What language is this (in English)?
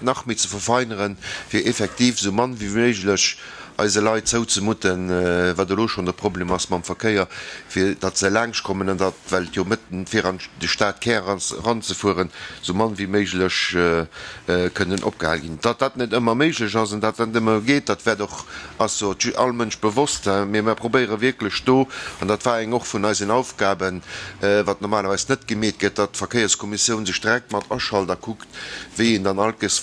Luxembourgish